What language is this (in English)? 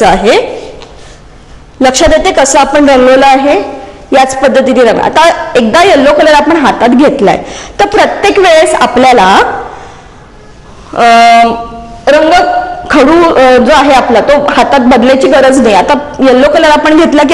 Marathi